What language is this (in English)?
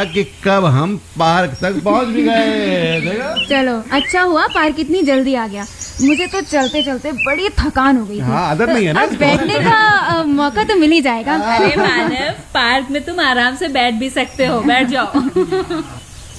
Hindi